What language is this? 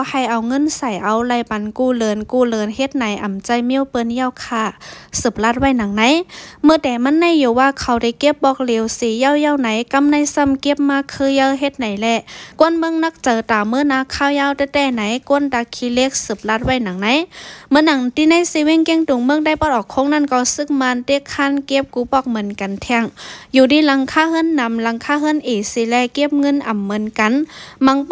Shan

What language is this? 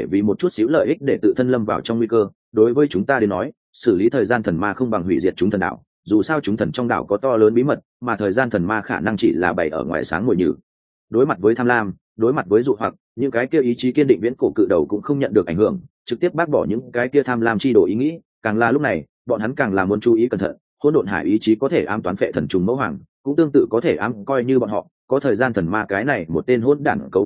Vietnamese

